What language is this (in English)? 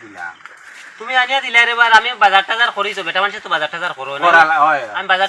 Sylheti